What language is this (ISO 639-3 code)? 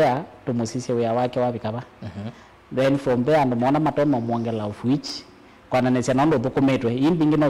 kam